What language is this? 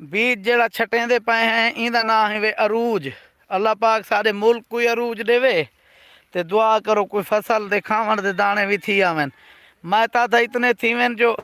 Saraiki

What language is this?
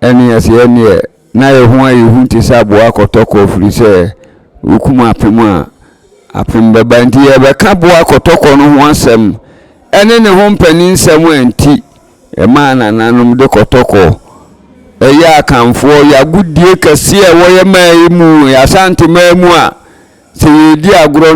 Akan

